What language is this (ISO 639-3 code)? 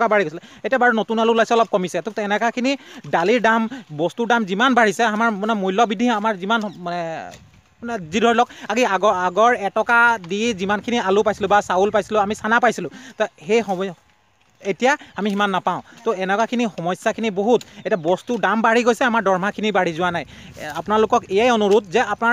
asm